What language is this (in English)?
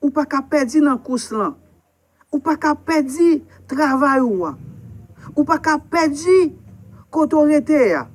Haitian Creole